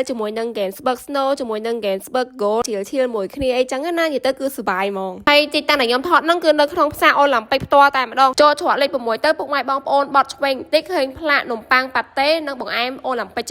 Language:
Khmer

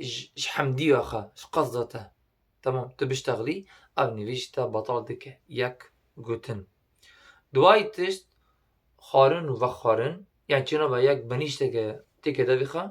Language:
Kurdish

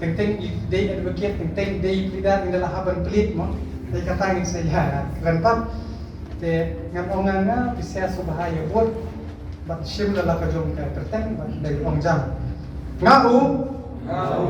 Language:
Khasi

